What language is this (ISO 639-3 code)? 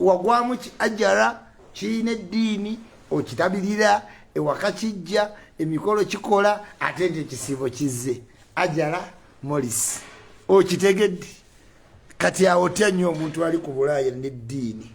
lug